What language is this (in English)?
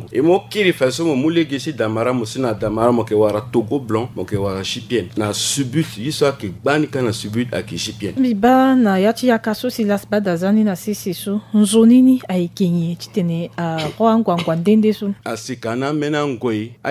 Sango